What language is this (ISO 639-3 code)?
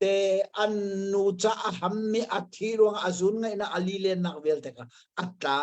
cnh